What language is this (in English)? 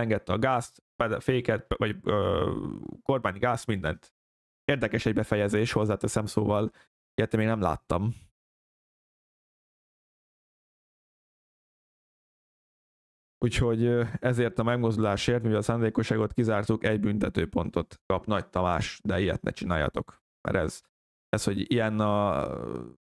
Hungarian